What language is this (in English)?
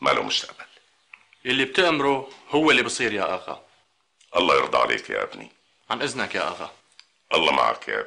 North Levantine Arabic